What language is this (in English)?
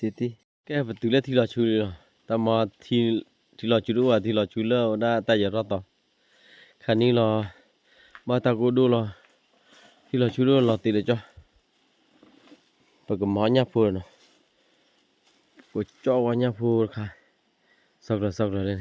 S'gaw Karen